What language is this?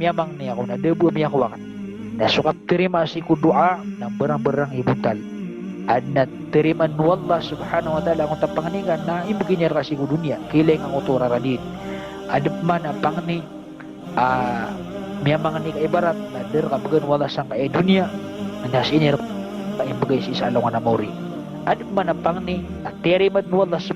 Maranao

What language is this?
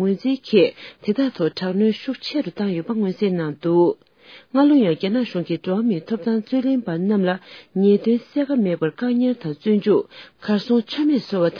Tibetan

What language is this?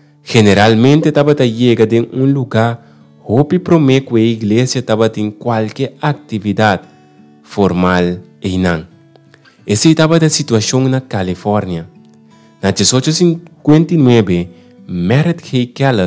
Papiamento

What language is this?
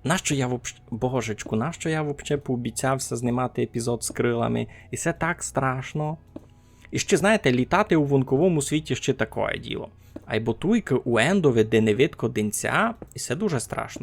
Rusyn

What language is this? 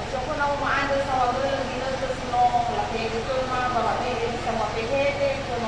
Nias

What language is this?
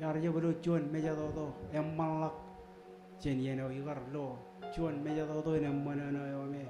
Marshallese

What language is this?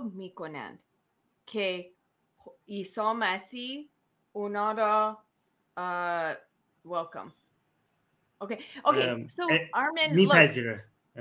Persian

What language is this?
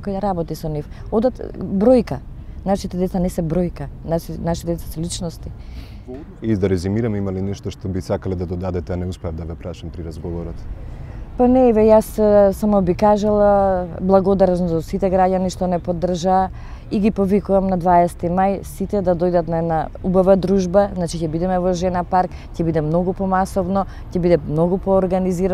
Macedonian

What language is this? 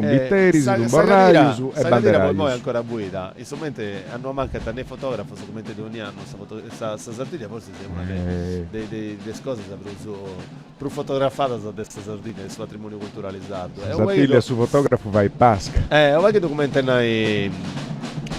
Sardinian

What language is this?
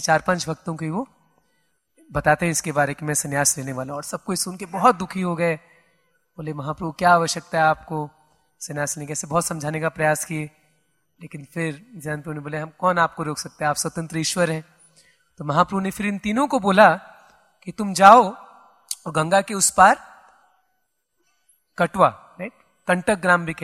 Hindi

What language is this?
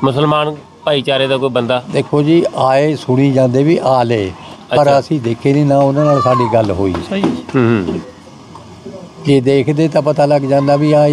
Punjabi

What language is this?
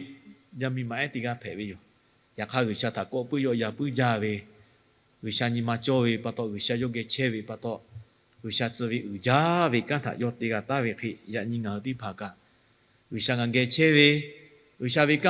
Lahu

